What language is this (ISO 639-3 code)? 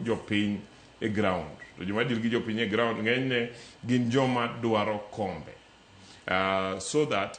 luo